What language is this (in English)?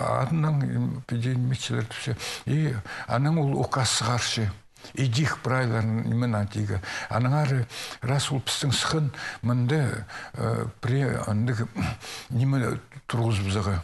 Khakas